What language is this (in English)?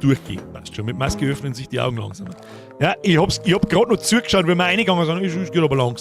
Bavarian